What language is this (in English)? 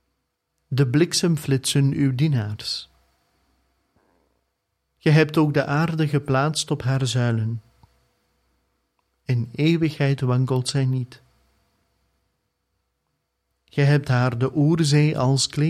Dutch